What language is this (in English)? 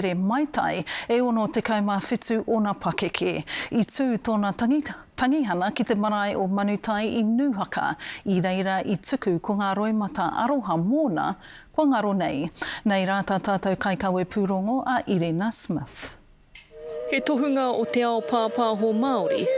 Māori